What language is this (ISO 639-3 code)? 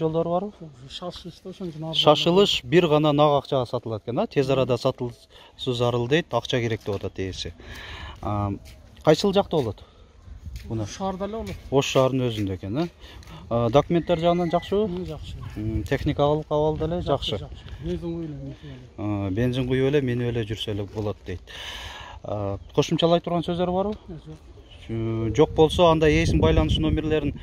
kir